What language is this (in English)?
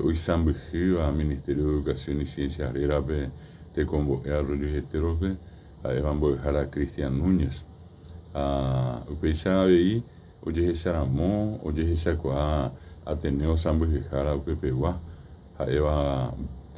Guarani